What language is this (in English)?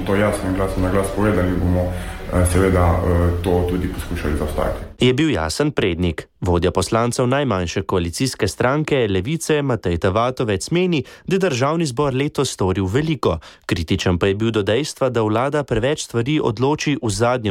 Slovenian